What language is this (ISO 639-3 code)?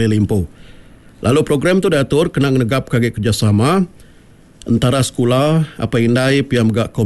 iba